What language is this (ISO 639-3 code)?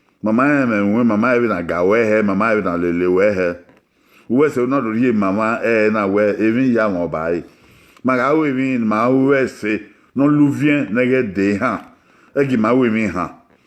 bin